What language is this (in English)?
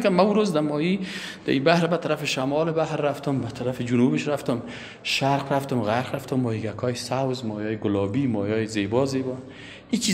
Persian